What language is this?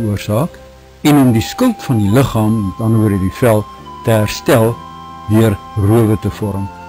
Afrikaans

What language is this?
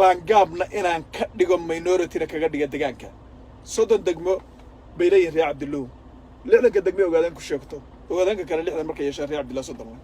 Somali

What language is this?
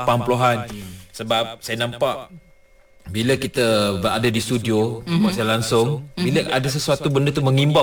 Malay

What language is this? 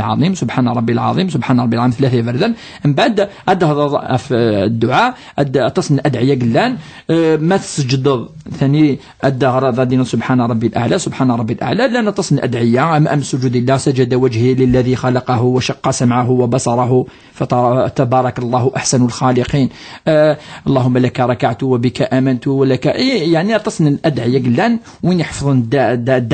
Kabyle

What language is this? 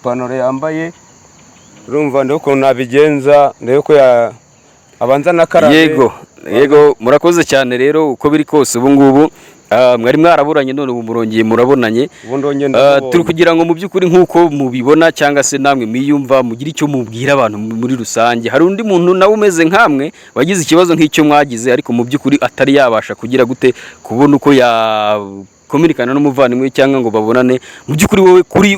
Kinyarwanda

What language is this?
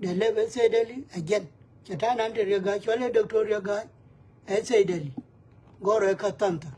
Nuer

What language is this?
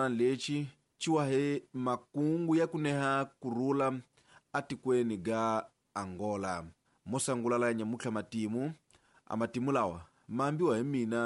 Tsonga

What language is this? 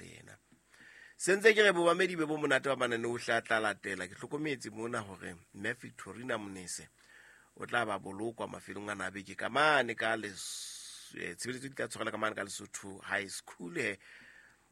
Southern Sotho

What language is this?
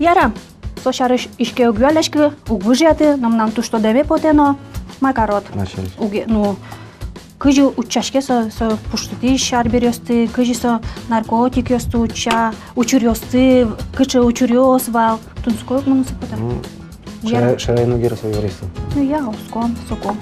Udmurt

